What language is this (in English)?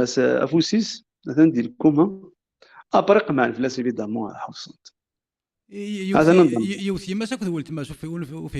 Kabyle